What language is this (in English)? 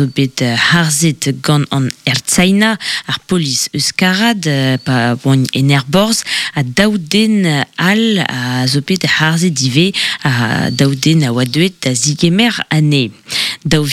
Breton